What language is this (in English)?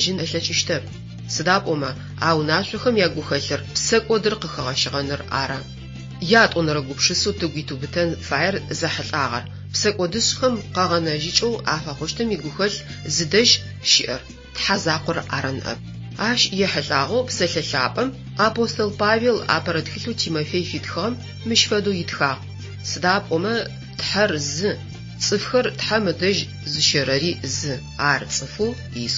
Adyghe